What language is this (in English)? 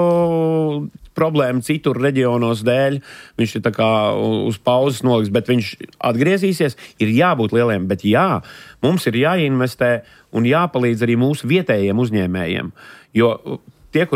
Latvian